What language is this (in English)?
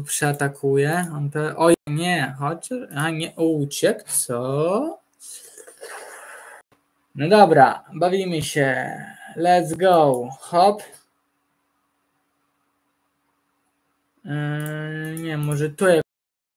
Polish